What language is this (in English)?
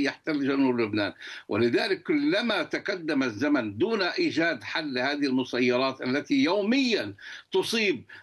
Arabic